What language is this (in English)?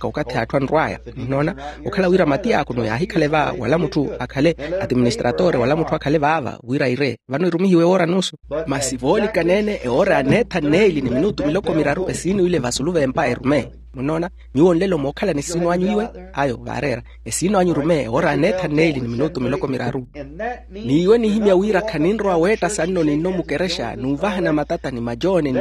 Makhuwa